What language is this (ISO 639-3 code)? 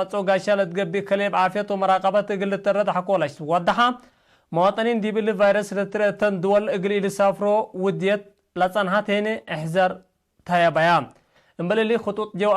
tig